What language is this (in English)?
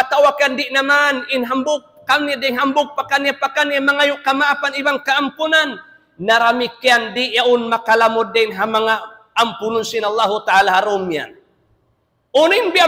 Tausug